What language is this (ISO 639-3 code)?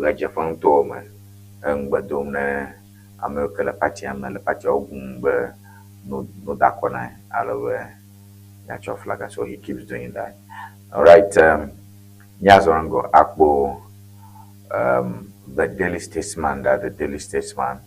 ewe